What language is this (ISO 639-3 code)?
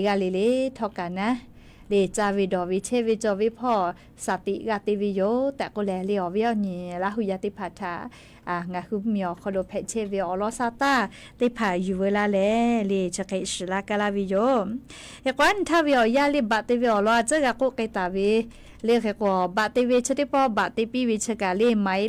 lhu